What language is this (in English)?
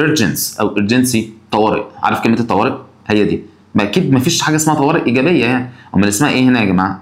Egyptian Arabic